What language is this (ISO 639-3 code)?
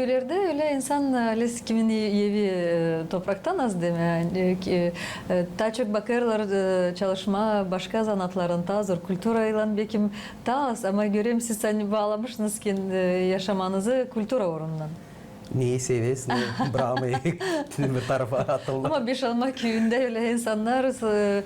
gag